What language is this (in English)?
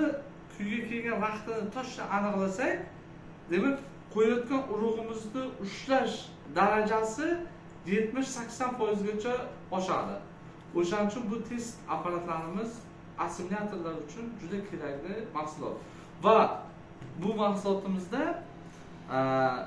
Uzbek